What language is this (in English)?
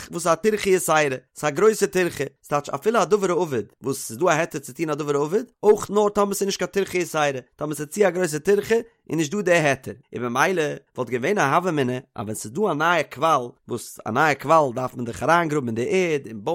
Yiddish